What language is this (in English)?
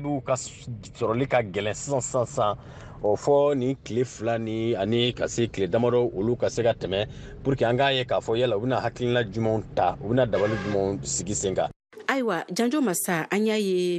Bambara